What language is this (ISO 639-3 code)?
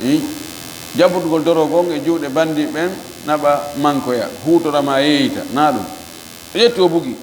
ful